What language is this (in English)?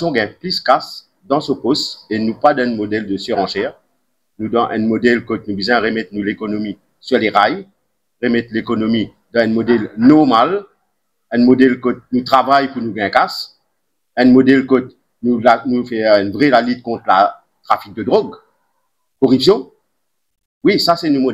Morisyen